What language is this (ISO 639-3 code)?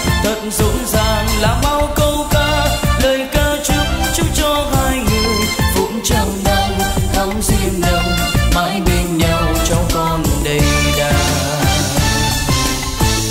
vie